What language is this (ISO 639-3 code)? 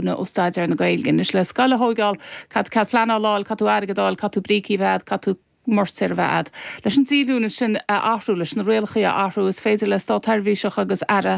gle